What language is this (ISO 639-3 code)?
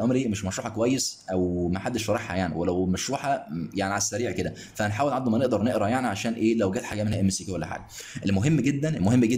arz